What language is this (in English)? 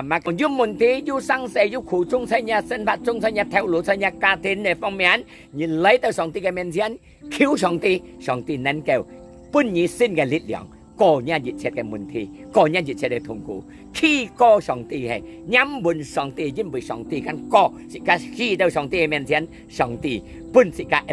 Hakka Chinese